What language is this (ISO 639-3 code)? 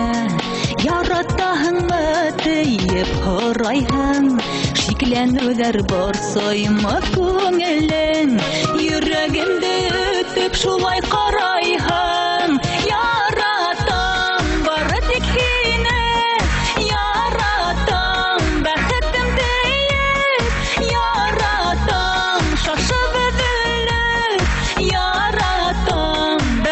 bak